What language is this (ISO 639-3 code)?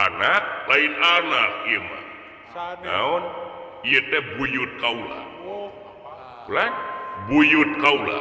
sun